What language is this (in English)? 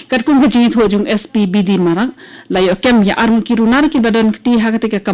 Khasi